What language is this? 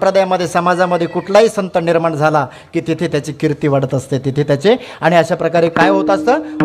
Marathi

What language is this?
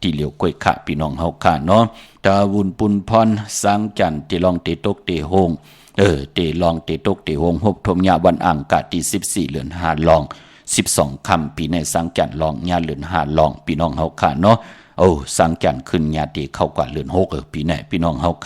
Shan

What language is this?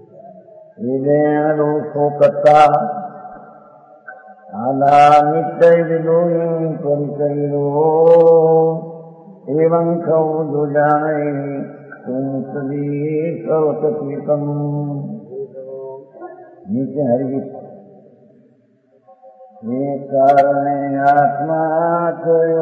Gujarati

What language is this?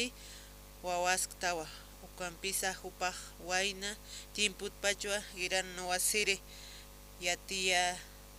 Aymara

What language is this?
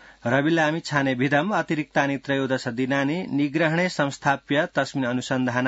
Sanskrit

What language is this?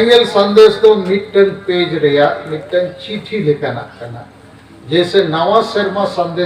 Santali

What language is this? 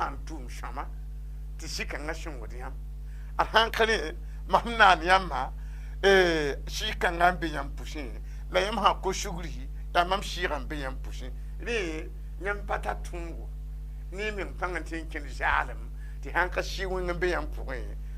Mossi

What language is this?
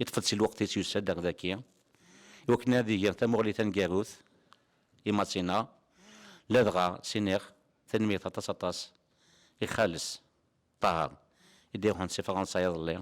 Kabyle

